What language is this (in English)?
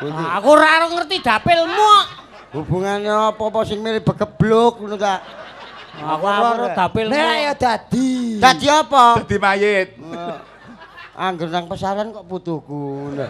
Javanese